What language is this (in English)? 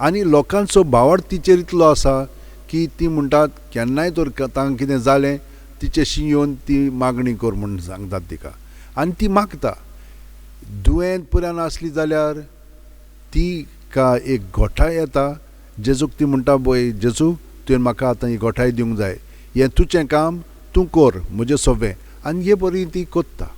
Konkani